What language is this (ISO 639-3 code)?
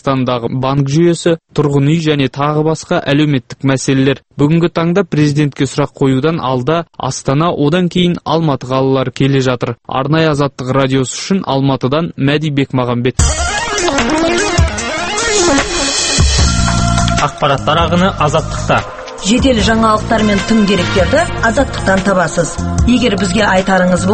kaz